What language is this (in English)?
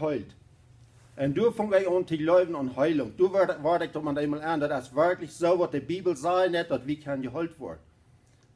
Plautdietsch